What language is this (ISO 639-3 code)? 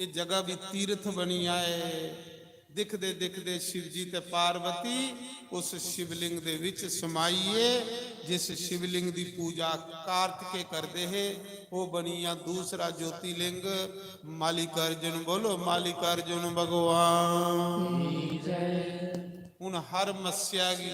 doi